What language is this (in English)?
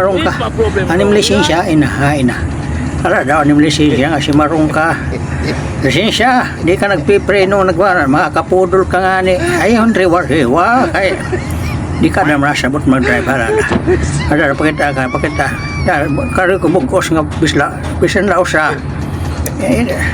Waray